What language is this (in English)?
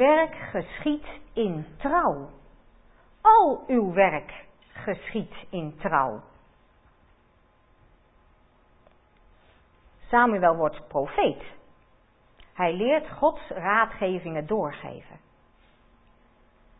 Dutch